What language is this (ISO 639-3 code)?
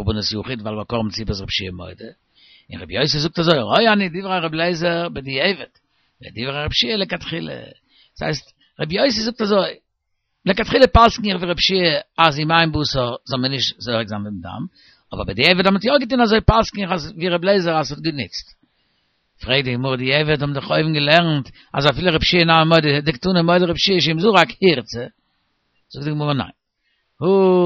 yid